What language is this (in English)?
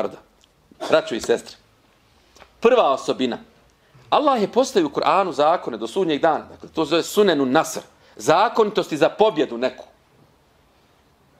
Bosnian